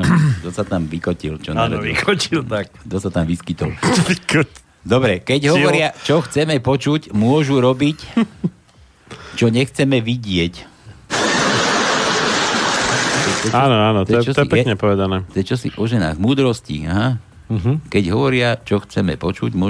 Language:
Slovak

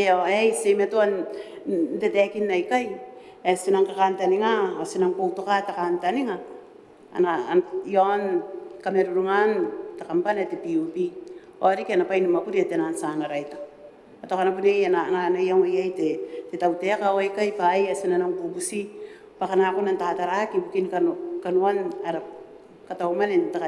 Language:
Gilbertese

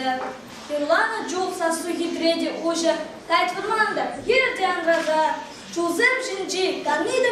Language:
Chuvash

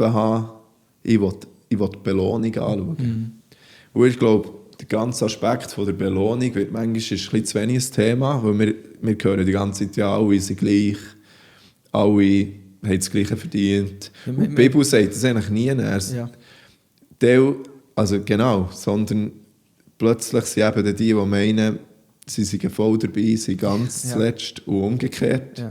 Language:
Swiss German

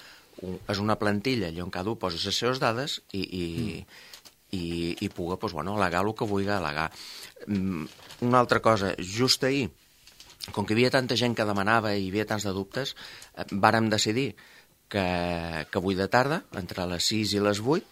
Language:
Catalan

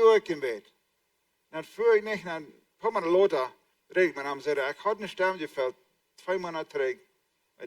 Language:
Plautdietsch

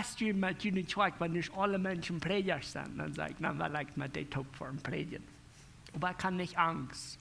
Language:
Plautdietsch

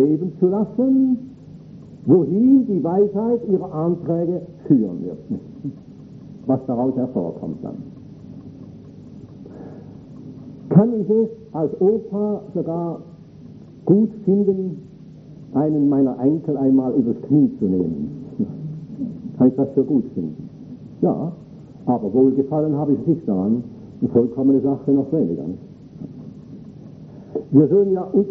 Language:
German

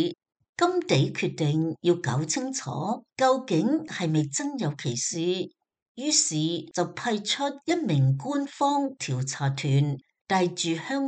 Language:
Cantonese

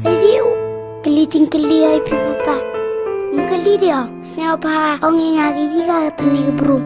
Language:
Khasi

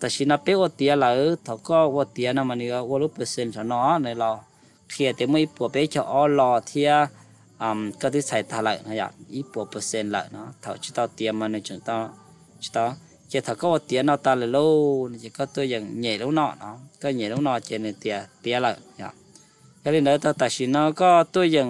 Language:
Hmong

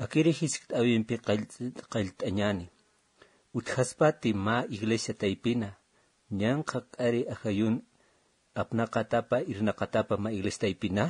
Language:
Aymara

